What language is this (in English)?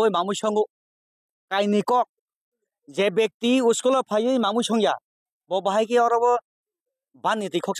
Kok Borok